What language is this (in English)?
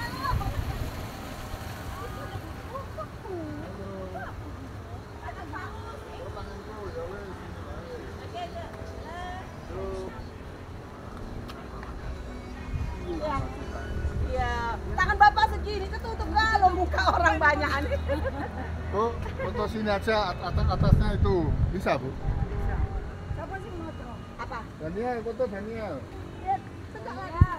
Indonesian